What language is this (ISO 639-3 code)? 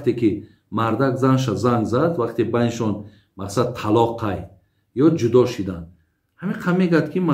tgk